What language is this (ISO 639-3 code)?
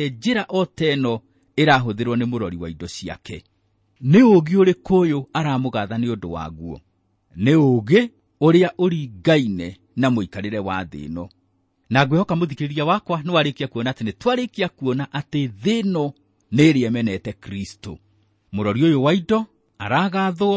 kik